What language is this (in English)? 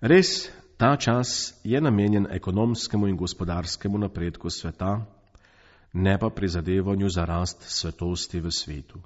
Slovenian